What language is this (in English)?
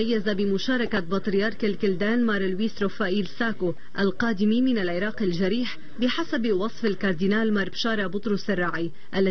Arabic